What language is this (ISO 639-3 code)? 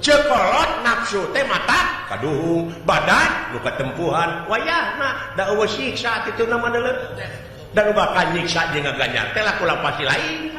sun